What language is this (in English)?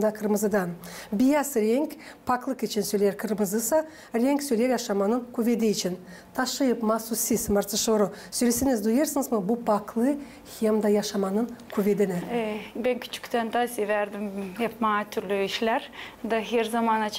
Gagauz